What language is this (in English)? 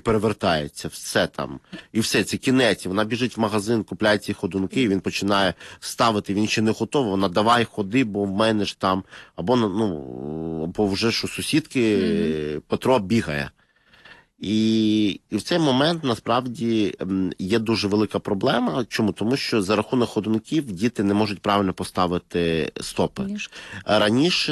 Ukrainian